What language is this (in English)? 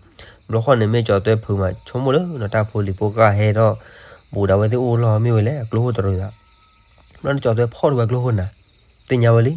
S'gaw Karen